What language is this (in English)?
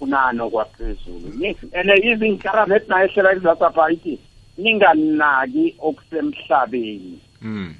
South Ndebele